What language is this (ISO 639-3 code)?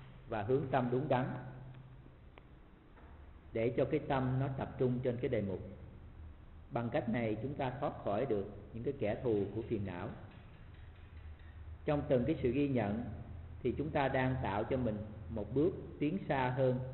vie